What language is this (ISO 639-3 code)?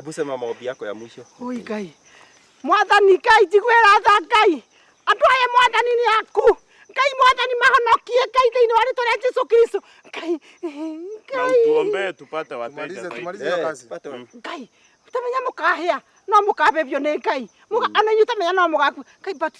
kik